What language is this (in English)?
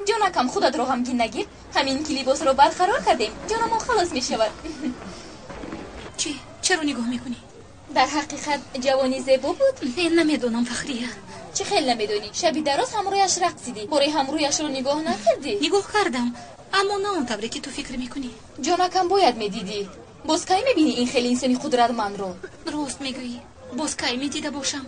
Tajik